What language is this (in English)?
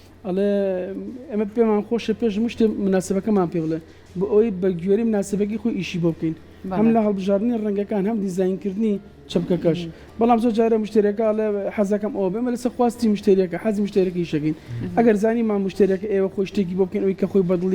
Central Kurdish